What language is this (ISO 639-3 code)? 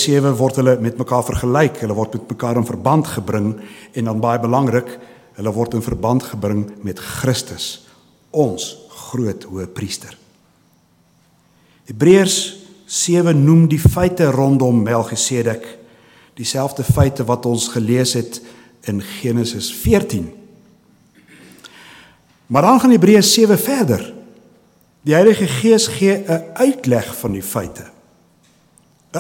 afr